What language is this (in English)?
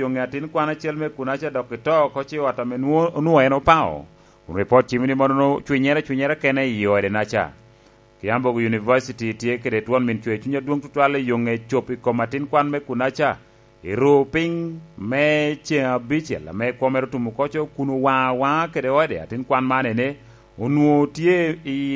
Lango (Uganda)